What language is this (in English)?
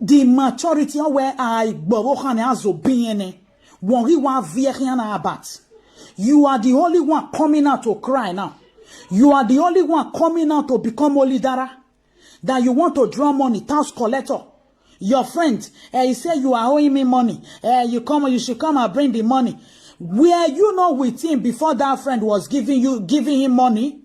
Nigerian Pidgin